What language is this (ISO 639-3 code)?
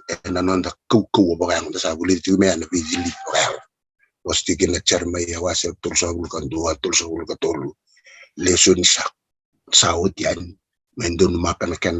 fij